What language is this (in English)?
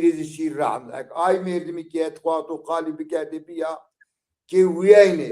Zaza